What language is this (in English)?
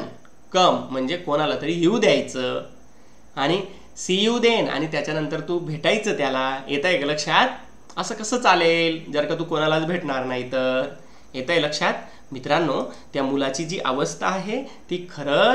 Marathi